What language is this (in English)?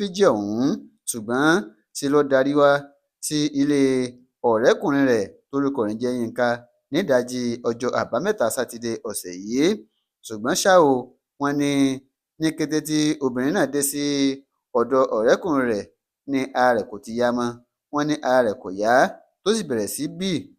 Yoruba